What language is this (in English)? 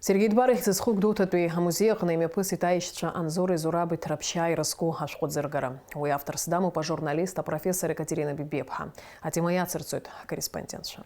Abkhazian